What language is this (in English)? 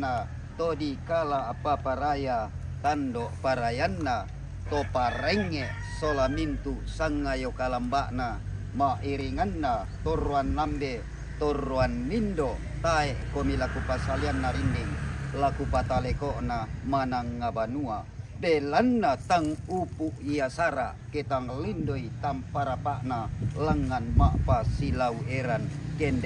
Toraja-Sa'dan